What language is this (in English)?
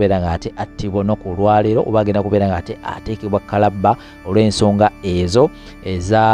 Ganda